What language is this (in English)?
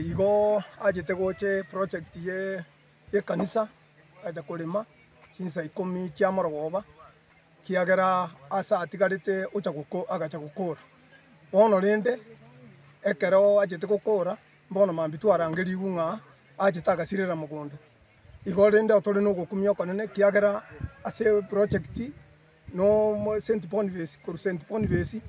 Gusii